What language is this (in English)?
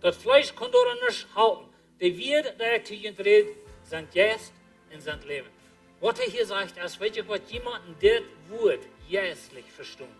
Plautdietsch